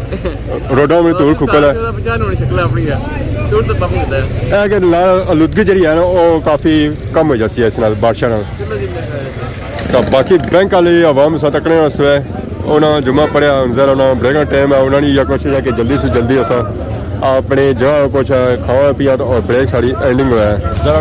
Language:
Pahari-Potwari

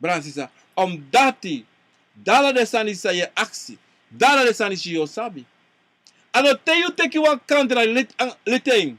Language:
Sranan Tongo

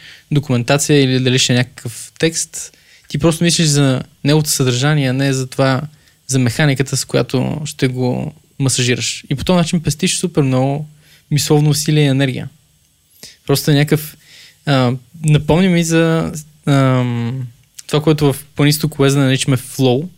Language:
Bulgarian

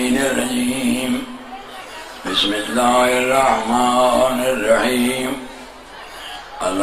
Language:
Urdu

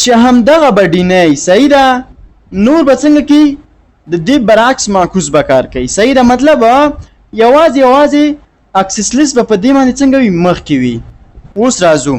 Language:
Pashto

